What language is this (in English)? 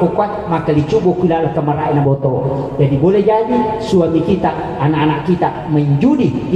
Buginese